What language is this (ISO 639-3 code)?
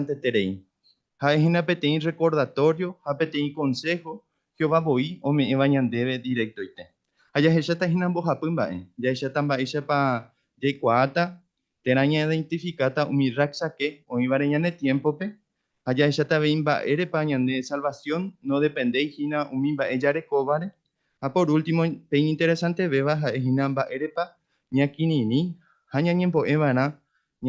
grn